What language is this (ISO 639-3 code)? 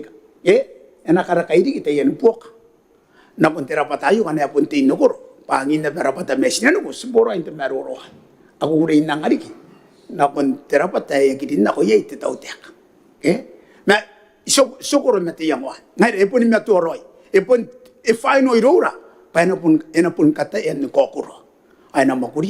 gil